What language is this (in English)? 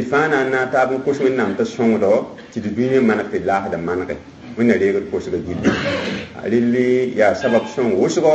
Mossi